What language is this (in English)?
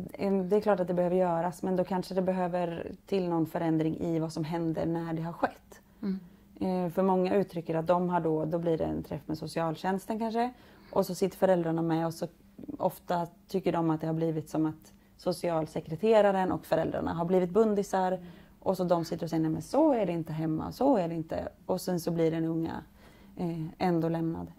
Swedish